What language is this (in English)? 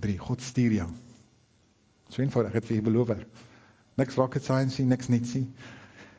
Afrikaans